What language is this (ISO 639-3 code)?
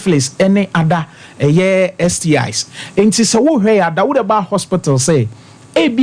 aka